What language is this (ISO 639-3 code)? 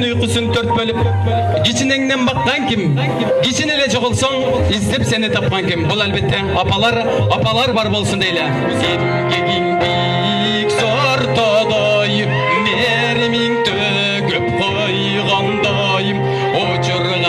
kir